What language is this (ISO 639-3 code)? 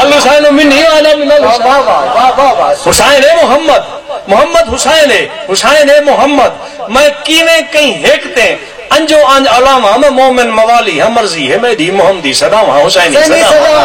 skr